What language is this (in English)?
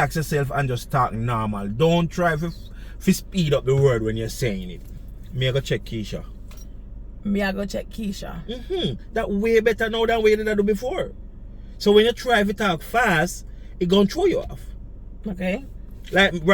Jamaican Creole English